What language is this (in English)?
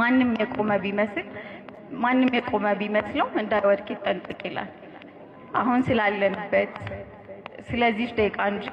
Amharic